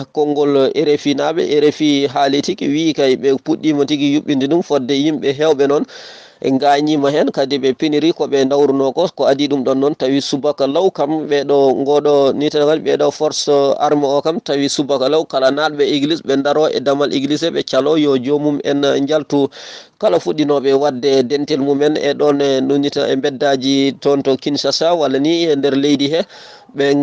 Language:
Fula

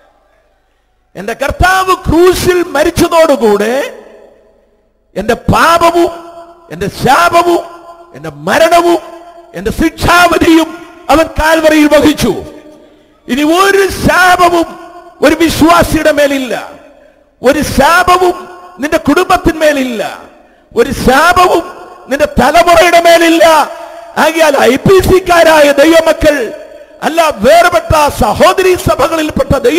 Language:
Malayalam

